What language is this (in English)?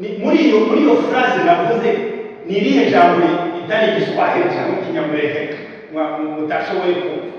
Kinyarwanda